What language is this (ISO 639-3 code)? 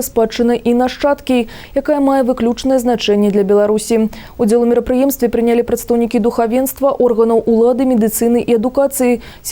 bel